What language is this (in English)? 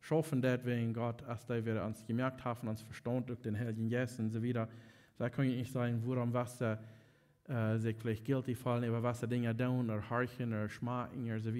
Plautdietsch